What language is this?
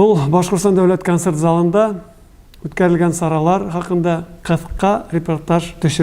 Bashkir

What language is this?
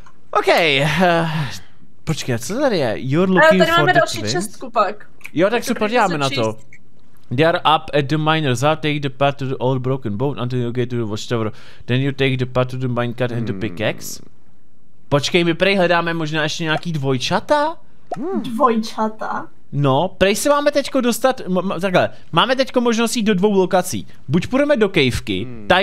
Czech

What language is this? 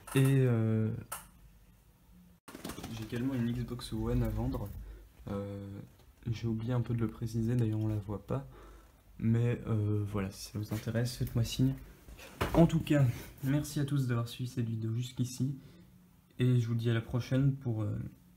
French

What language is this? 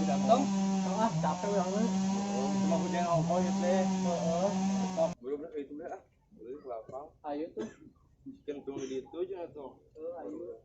Sundanese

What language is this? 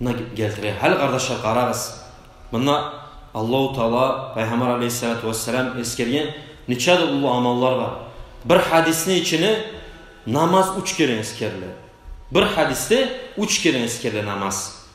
Kumyk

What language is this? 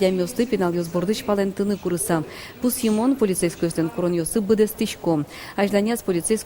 Udmurt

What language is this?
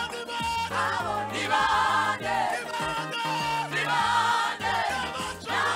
Kinyarwanda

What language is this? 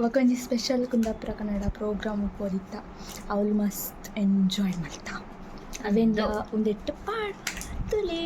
Tulu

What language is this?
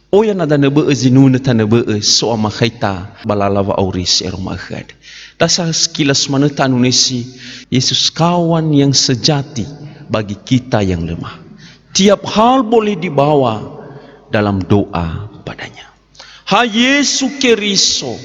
Nias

